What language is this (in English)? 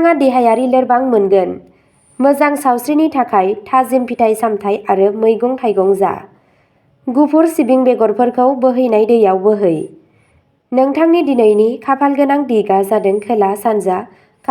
Bodo